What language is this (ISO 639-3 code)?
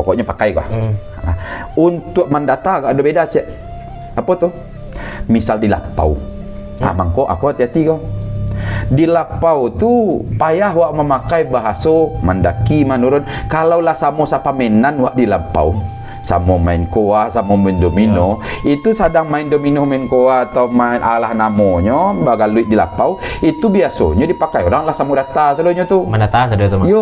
min